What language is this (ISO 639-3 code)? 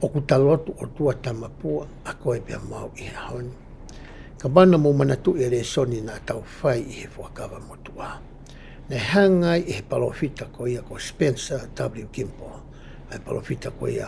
ton